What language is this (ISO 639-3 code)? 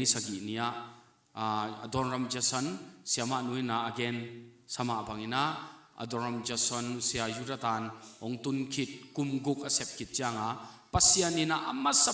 ctd